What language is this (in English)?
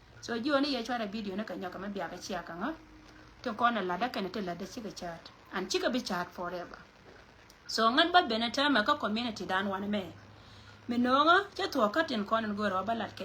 Nuer